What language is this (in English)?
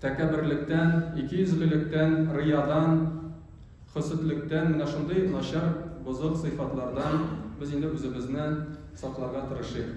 Tatar